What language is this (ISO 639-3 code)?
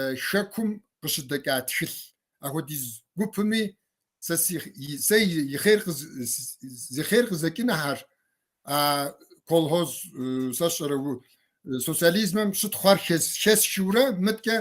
kbd